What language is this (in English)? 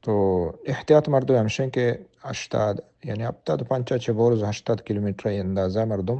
Baluchi